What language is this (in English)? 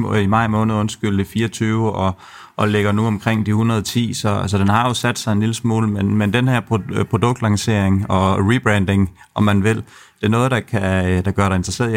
Danish